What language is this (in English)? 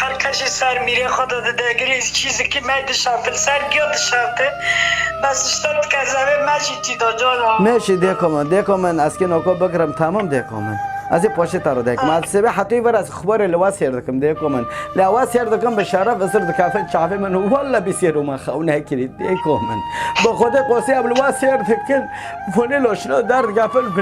Kurdish